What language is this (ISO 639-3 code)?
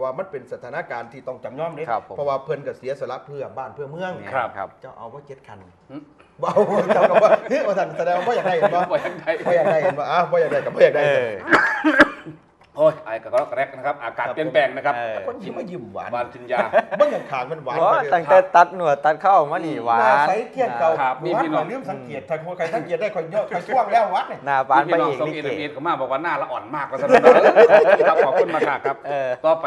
tha